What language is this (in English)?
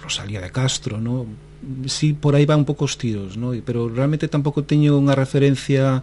Galician